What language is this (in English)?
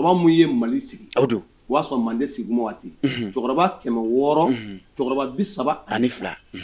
Bambara